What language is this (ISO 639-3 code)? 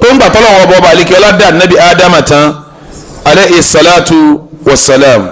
yor